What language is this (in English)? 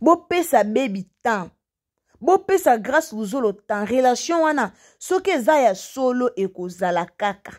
Lingala